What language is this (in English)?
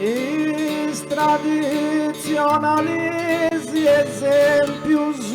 Sardinian